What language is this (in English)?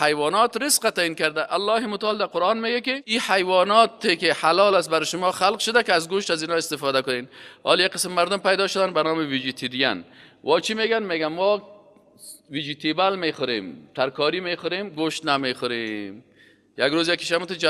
Persian